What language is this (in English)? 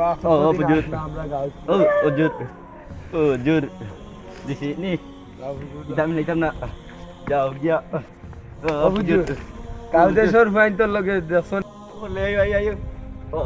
Sylheti